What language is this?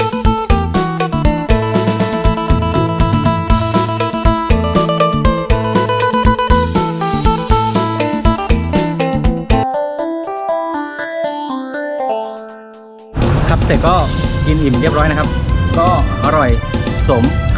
Thai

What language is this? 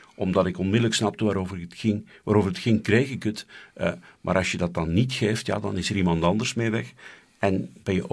Dutch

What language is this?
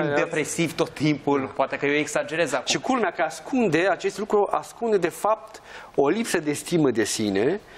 Romanian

